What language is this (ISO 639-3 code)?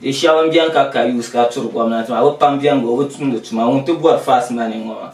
dag